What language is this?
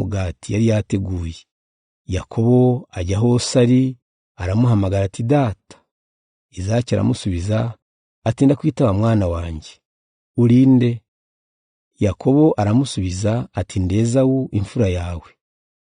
Kinyarwanda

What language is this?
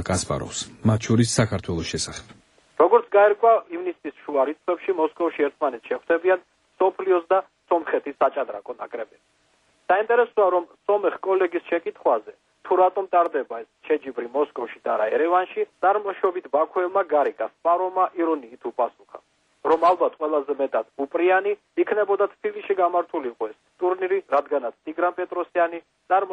Georgian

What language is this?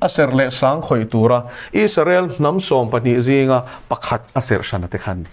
Mizo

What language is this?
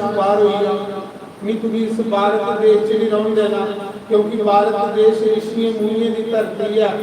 Dogri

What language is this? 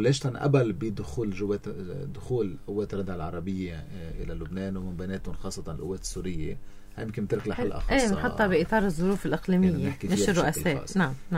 North Levantine Arabic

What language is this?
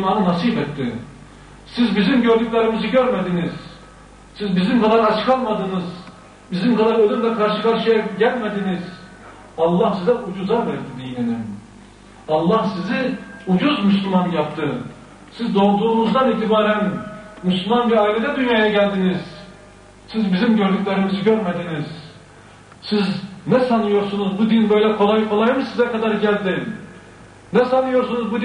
Turkish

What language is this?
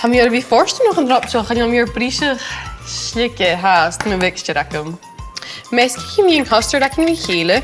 Scottish Gaelic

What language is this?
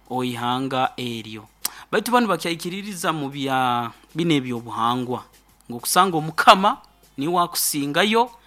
Nyoro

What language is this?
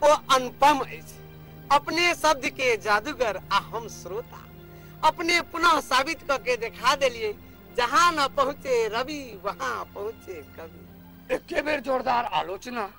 Maithili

